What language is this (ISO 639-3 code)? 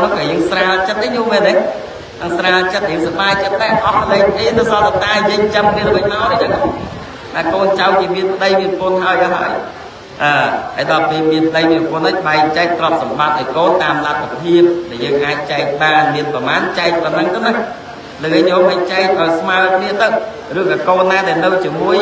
khm